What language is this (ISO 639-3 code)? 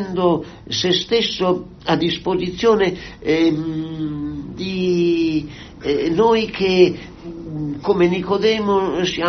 ita